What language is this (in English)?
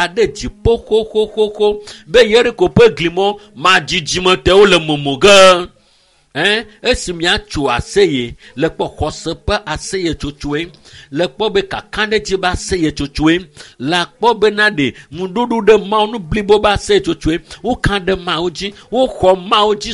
Ewe